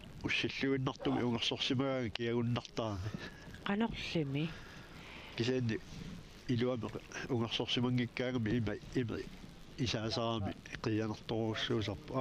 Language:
Kalaallisut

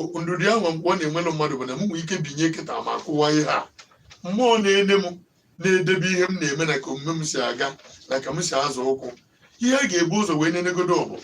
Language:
Igbo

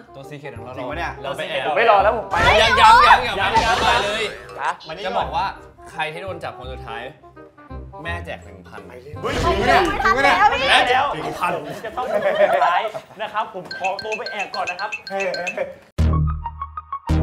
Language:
Thai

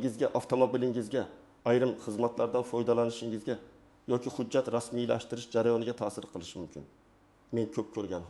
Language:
Uzbek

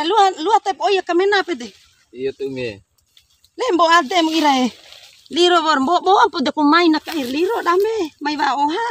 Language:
Bima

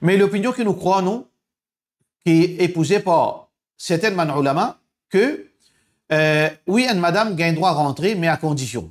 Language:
Morisyen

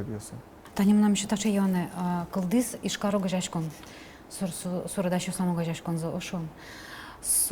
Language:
Udmurt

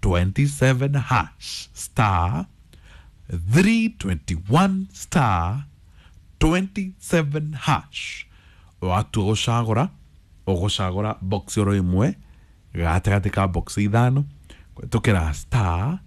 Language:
Kikuyu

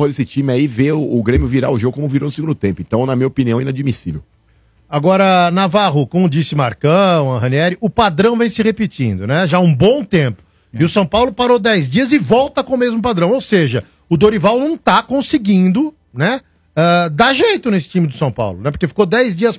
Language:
Portuguese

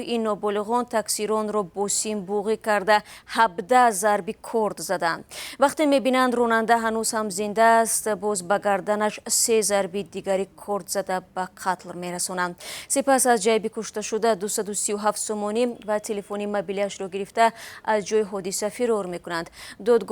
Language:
Tajik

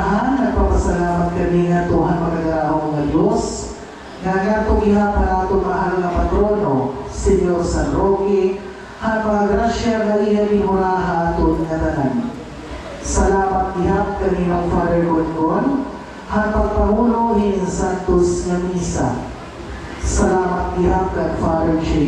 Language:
Waray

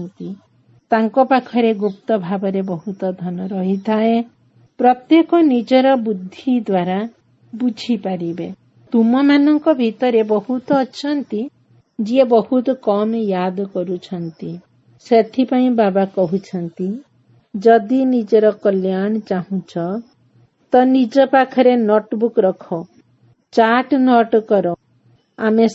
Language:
Odia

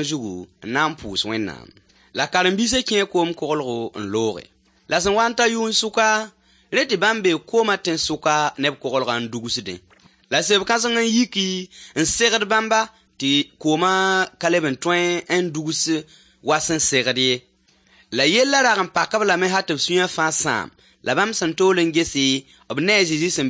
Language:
Mossi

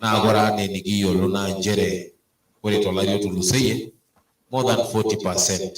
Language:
Masai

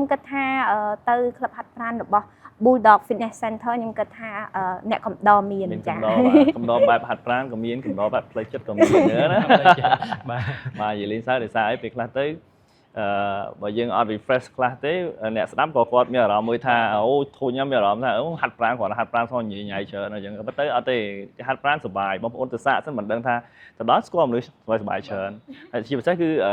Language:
Khmer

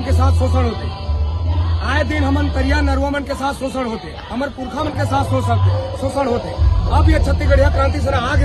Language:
Chhattisgarhi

